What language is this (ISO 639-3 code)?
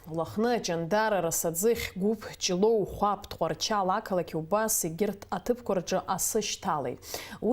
abk